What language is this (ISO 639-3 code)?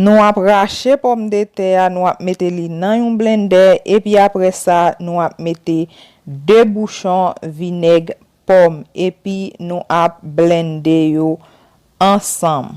hat